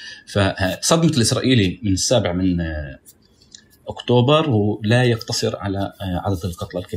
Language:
North Levantine Arabic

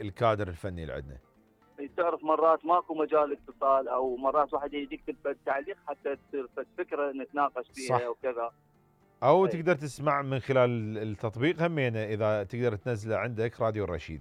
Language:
Mesopotamian Arabic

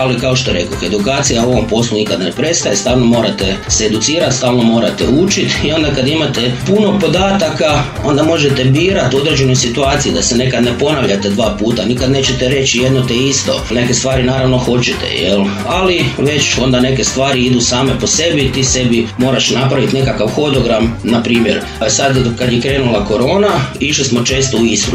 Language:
Croatian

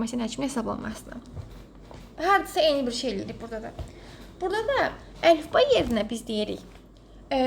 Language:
Azerbaijani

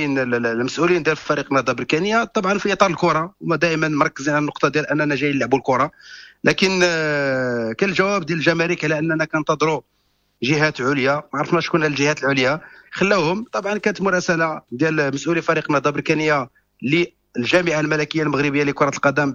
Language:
Moroccan Arabic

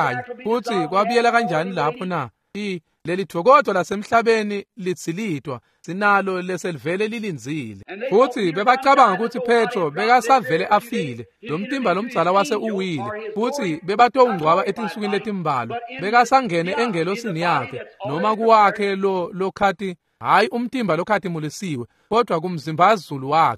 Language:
Swati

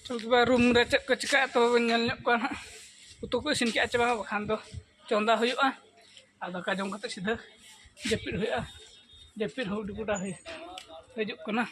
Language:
Santali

